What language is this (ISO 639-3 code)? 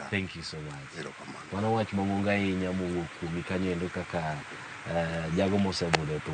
luo